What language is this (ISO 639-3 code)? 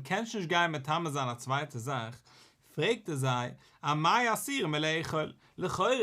yid